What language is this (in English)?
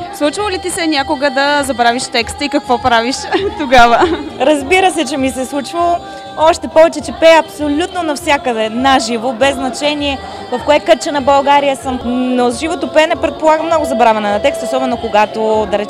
Bulgarian